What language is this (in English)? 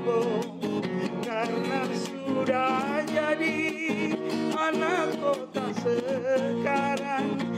Makassar Malay